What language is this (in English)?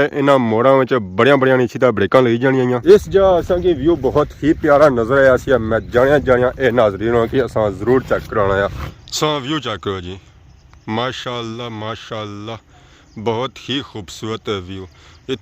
Pahari-Potwari